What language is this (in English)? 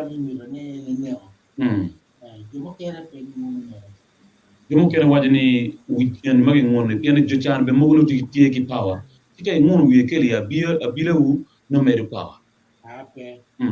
Acoli